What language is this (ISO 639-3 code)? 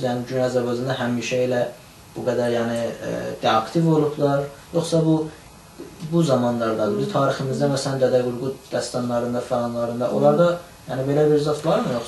azb